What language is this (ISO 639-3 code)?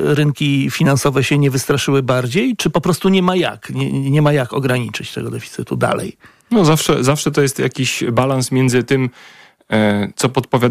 pol